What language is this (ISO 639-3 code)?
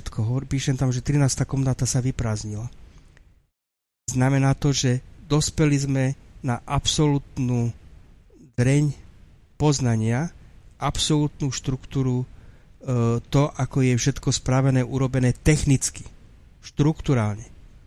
slk